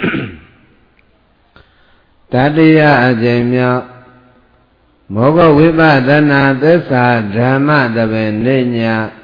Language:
Burmese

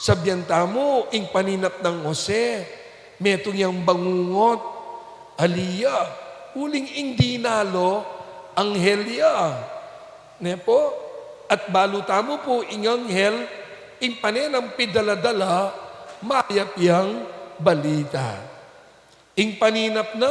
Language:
Pampanga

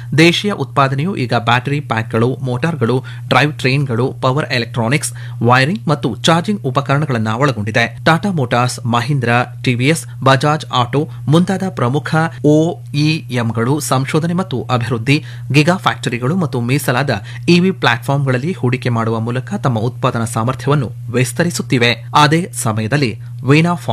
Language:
Kannada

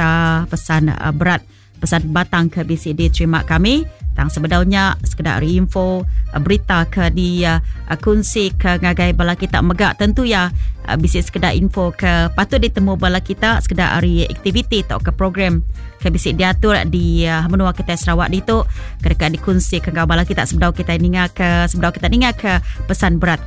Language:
Iban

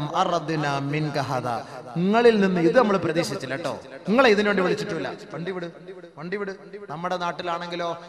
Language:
Malayalam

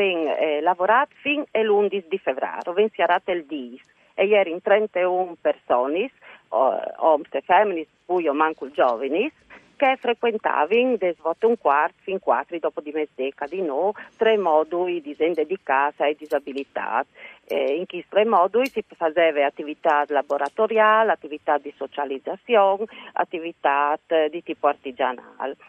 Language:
Friulian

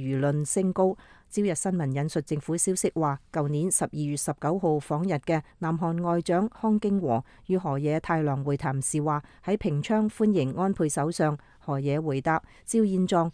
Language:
Cantonese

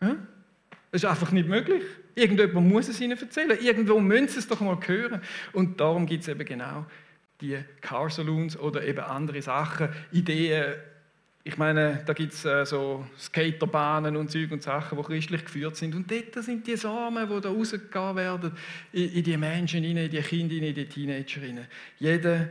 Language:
Swiss German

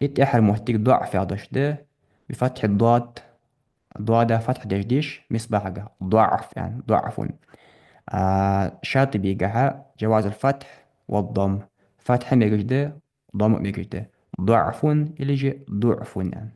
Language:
Ingush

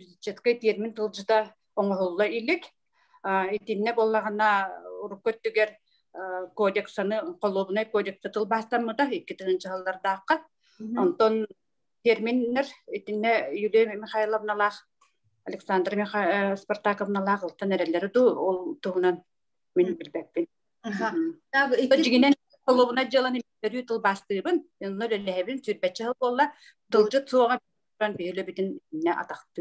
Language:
Yakut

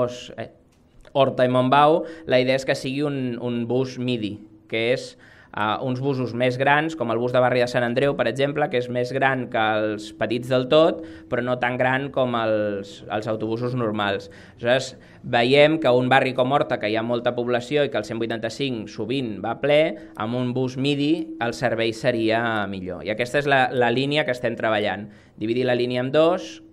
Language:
Catalan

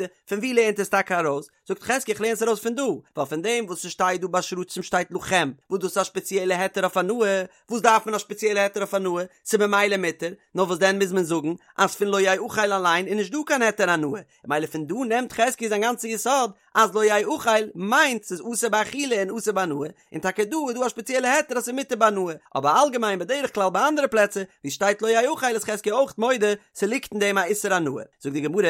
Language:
Yiddish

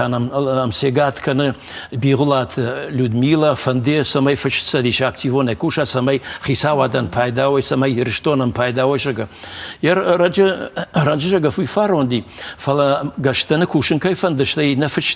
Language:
Ossetic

